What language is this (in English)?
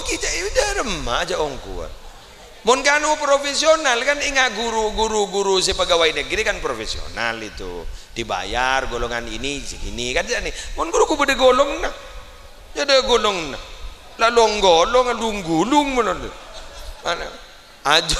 Madurese